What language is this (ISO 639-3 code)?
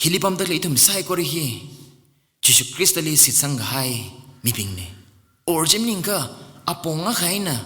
nmf